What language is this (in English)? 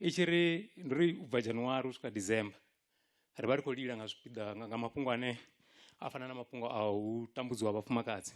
Venda